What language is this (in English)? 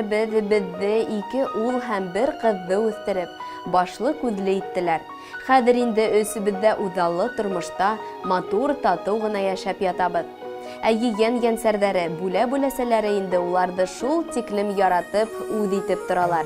Bashkir